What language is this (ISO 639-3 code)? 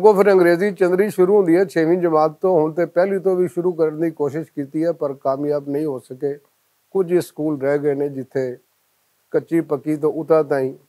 lah